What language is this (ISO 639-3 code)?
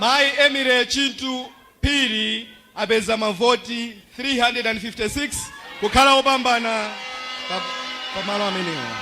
nya